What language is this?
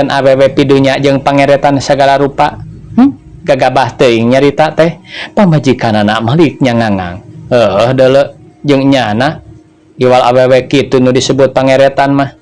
Sundanese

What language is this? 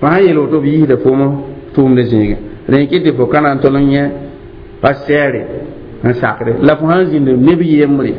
Mossi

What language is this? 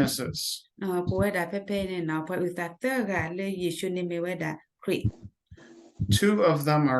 S'gaw Karen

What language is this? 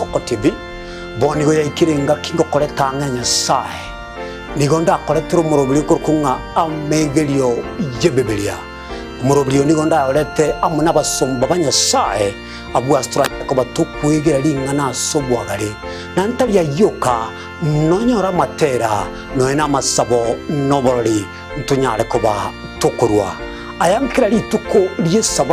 Gusii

